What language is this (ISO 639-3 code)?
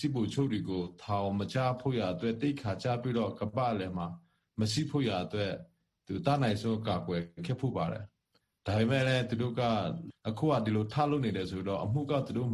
mya